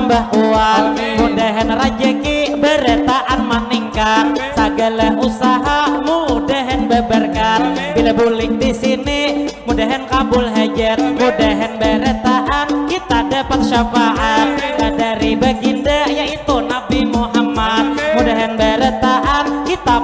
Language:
Banjar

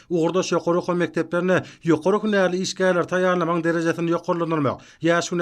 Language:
Turkmen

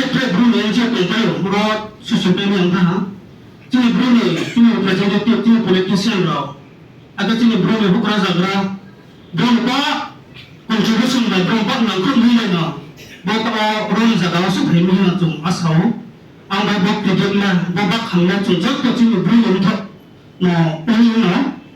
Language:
Riang (India)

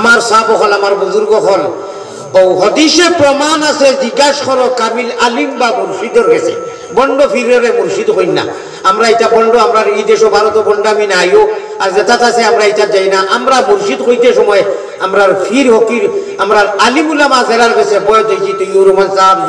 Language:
Sylheti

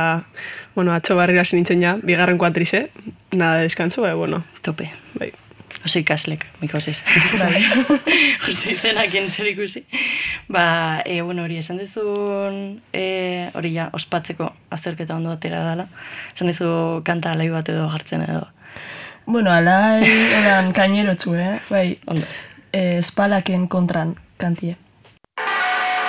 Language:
Basque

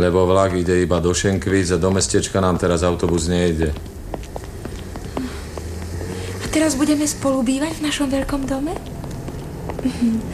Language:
Slovak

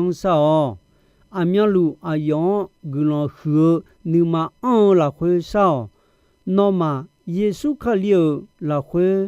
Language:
Akha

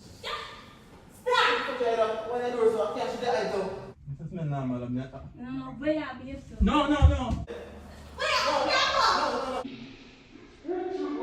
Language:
Jamaican Creole English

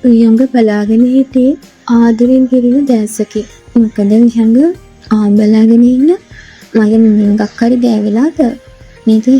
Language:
Sinhala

